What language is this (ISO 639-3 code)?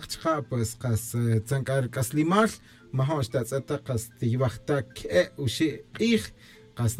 cak